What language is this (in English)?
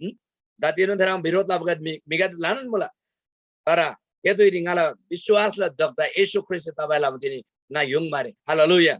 Eastern Tamang